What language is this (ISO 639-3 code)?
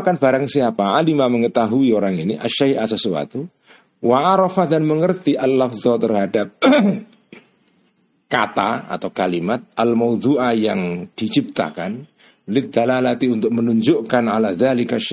ind